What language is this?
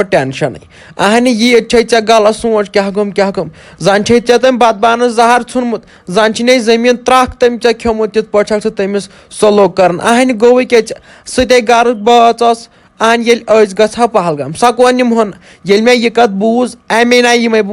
Kashmiri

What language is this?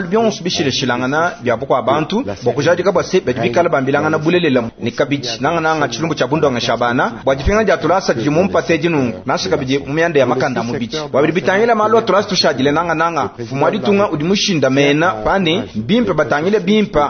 Luba-Lulua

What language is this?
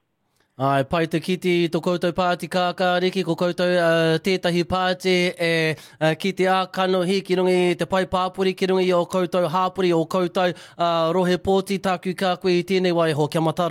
Māori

